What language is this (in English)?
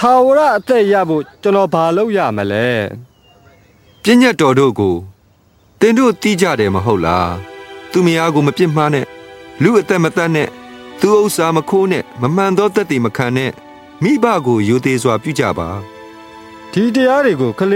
Burmese